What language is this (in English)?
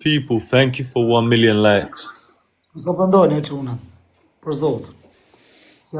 Albanian